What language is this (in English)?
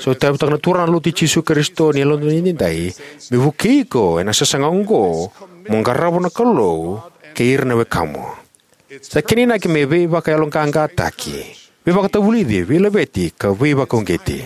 Fijian